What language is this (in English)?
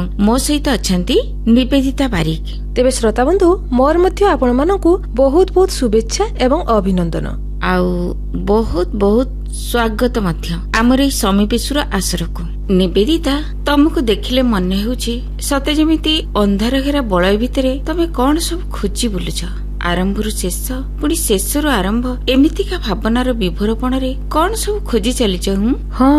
Odia